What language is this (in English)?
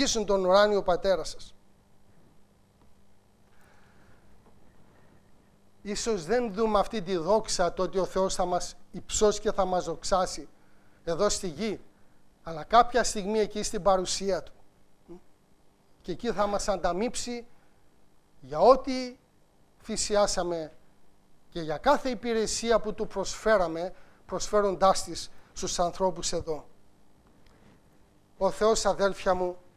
Greek